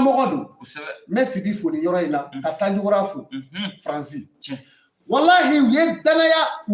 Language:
Bambara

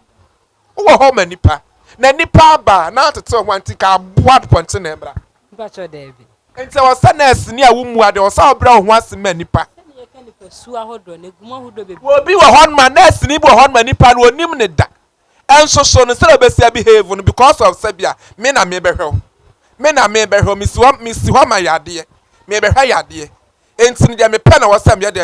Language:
Akan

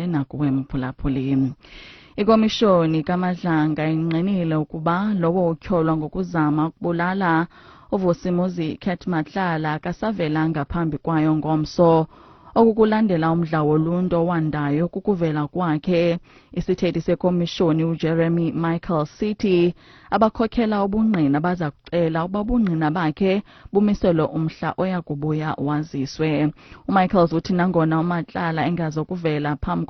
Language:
Xhosa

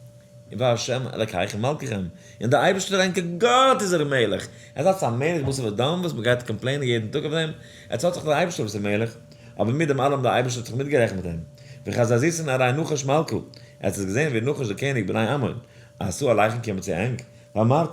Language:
Yiddish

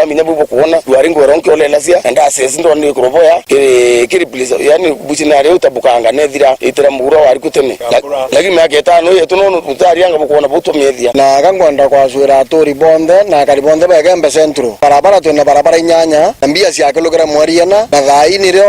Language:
Meru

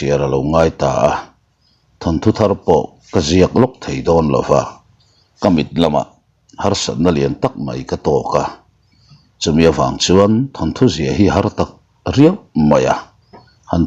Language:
Mizo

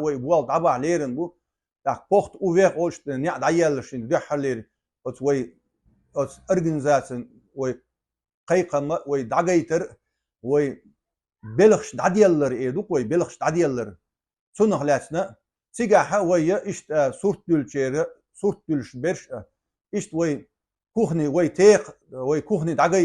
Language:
Chechen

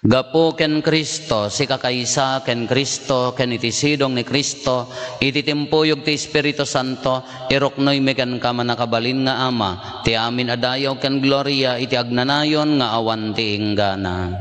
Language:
Iloko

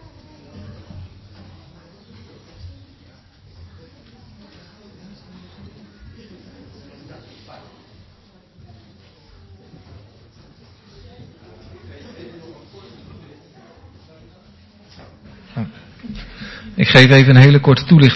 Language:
Dutch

